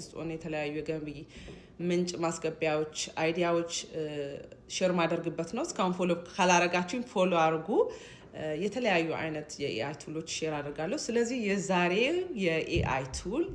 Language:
Amharic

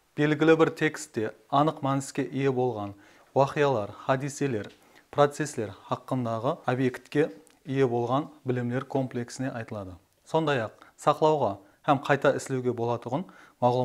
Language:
Kara-Kalpak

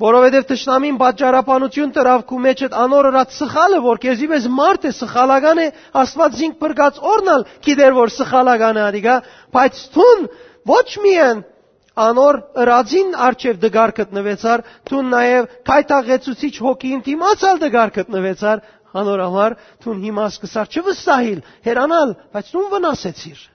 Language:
Western Armenian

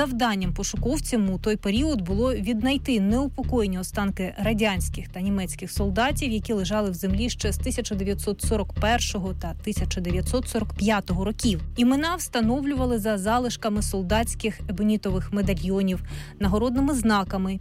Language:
Ukrainian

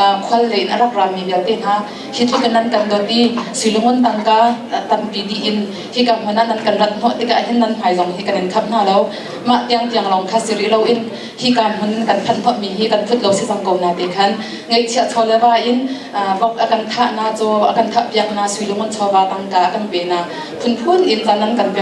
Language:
Hakha Chin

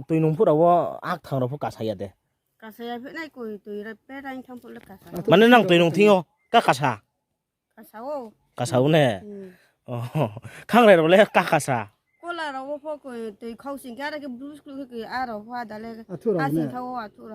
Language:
Riang (India)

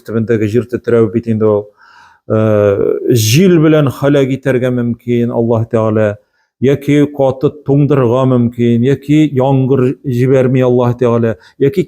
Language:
Tatar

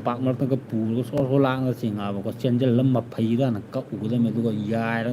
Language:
Manipuri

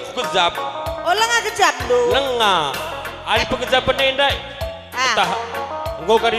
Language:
Batak Karo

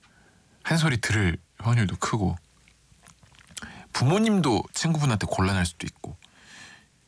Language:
Korean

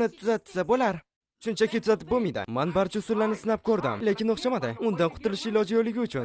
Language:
Uzbek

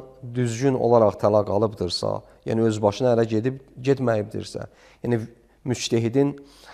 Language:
Azerbaijani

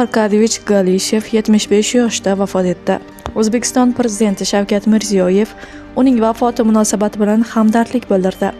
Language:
Uzbek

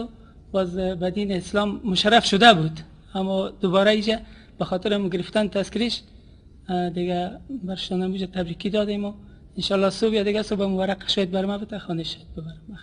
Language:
Persian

